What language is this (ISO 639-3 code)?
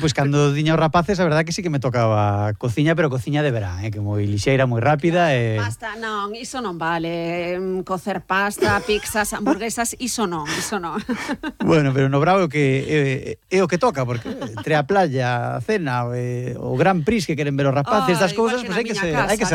glg